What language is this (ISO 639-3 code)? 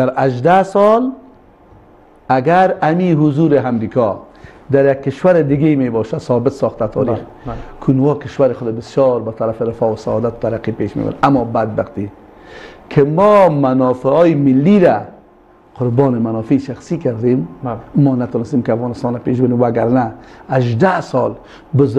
fas